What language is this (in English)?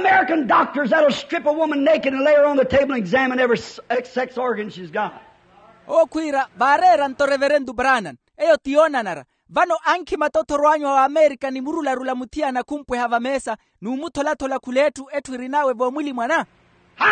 Makhuwa